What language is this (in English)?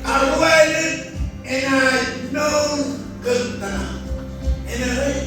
Marshallese